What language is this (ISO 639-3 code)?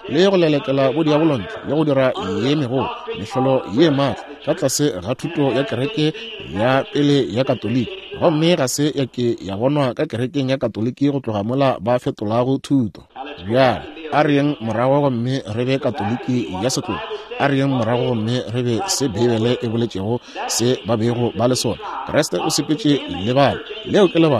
nso